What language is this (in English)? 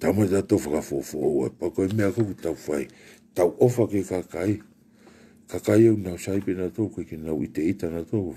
Tongan